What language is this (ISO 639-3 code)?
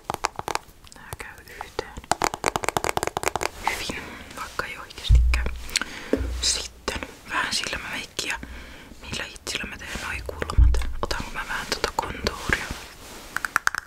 fin